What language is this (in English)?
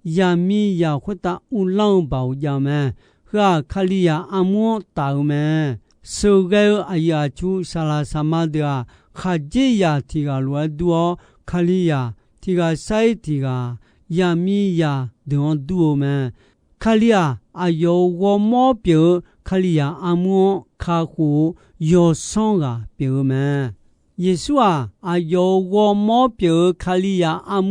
Akha